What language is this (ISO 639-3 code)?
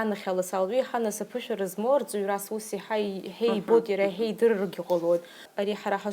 abk